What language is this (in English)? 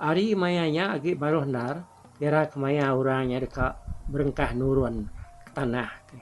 Iban